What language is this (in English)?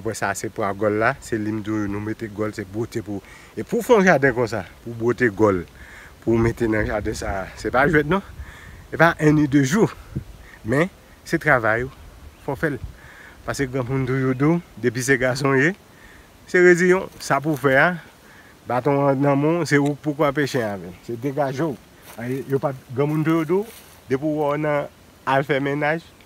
Haitian Creole